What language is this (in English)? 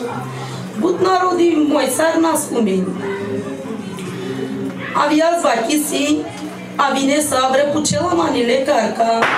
Bulgarian